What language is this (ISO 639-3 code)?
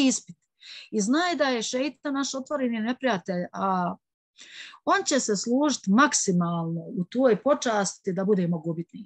bos